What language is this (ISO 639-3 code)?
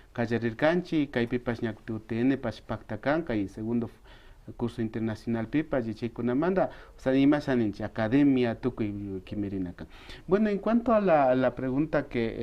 qvi